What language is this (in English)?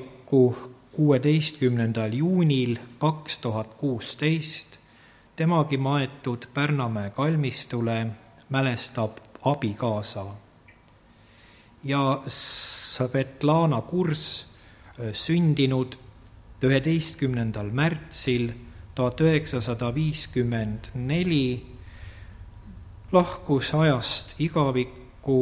Estonian